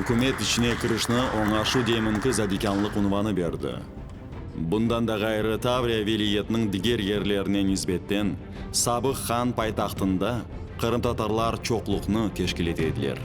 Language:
Crimean Tatar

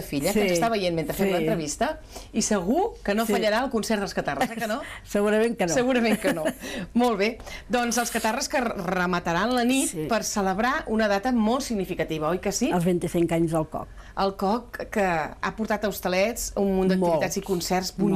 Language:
Catalan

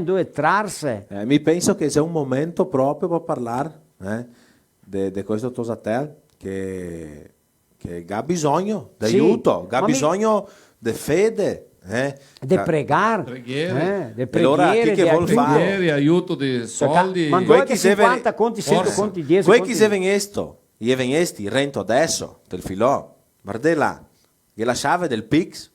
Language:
Venetian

